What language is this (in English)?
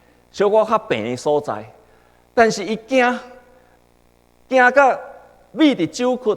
Min Nan Chinese